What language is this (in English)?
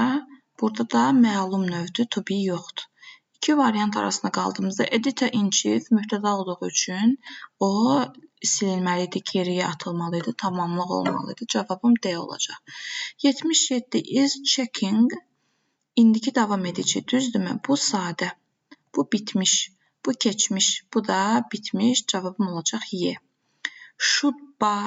Azerbaijani